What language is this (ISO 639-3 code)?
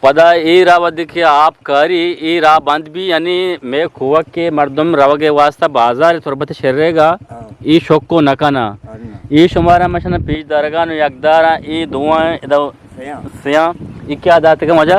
bgp